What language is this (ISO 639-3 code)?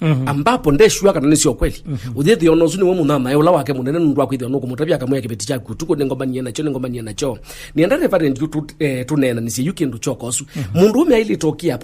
kam